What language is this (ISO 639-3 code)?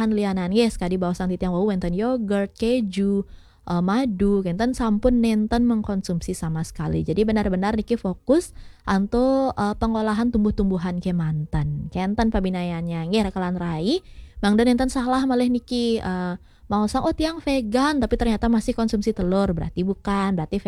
ban